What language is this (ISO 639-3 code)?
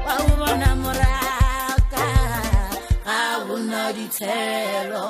nso